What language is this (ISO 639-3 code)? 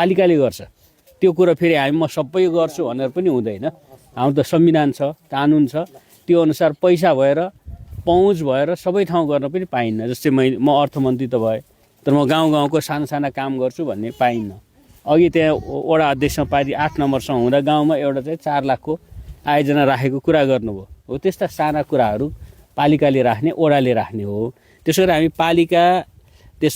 nep